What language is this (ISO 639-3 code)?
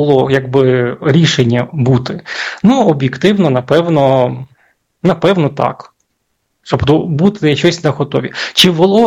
ukr